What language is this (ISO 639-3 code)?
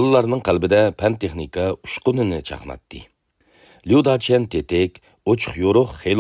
uig